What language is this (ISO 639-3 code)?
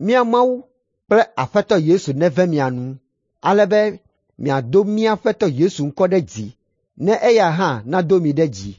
ewe